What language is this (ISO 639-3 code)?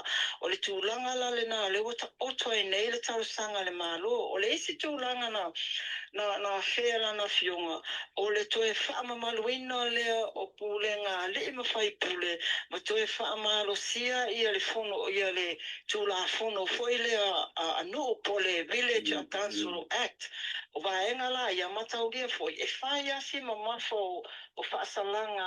smo